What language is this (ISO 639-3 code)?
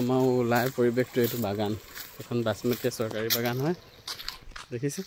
asm